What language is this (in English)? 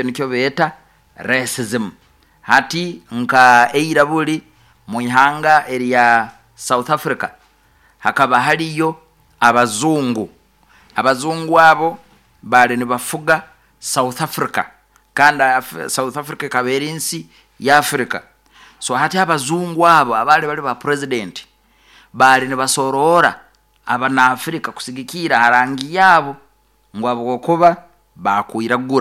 Nyoro